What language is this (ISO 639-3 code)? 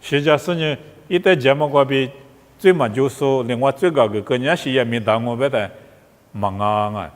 lis